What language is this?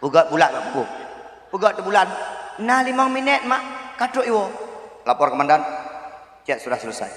Achinese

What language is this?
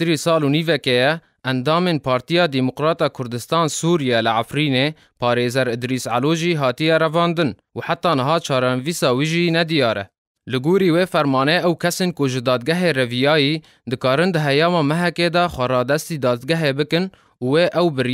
Kurdish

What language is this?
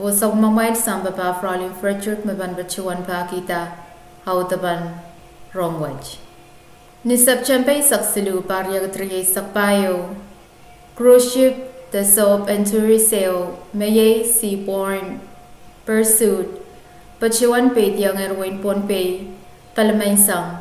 Pohnpeian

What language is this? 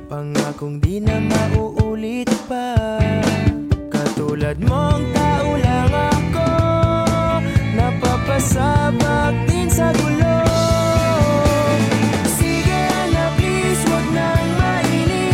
Filipino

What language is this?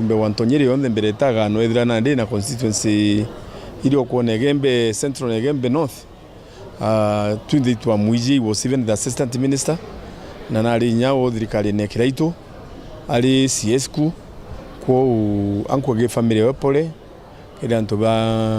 Meru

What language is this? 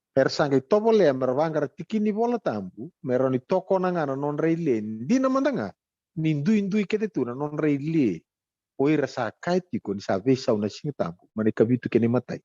Fijian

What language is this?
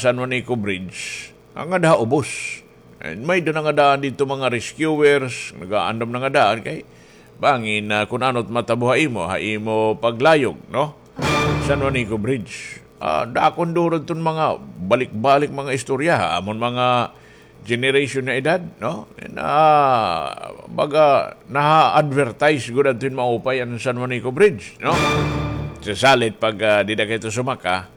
Waray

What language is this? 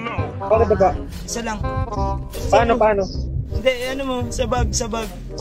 Filipino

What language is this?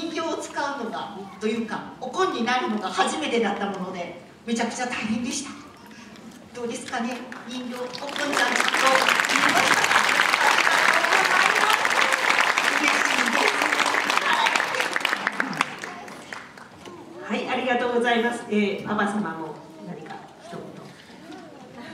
Japanese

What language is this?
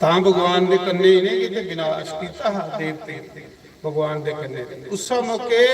Dogri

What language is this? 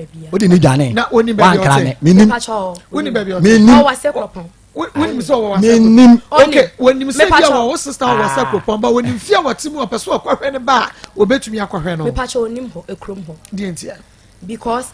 Akan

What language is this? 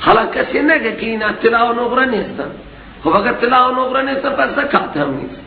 Persian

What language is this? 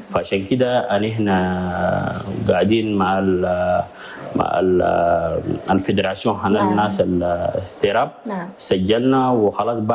Chadian Arabic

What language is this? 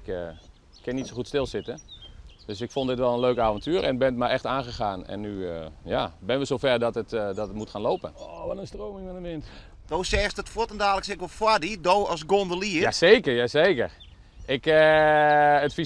Western Frisian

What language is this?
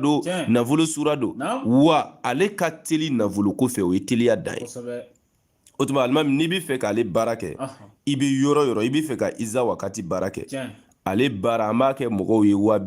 Bambara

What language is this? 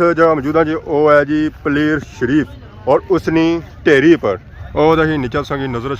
Pahari-Potwari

